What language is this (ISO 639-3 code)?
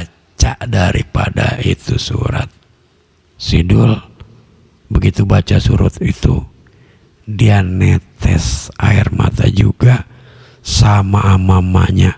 bew